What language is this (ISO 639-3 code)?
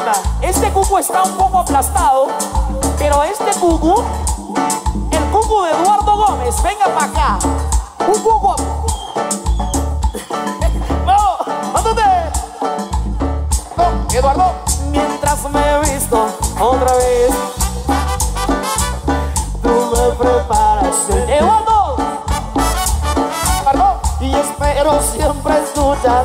spa